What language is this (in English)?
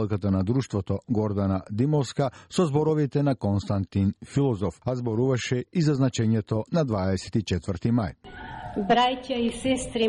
Macedonian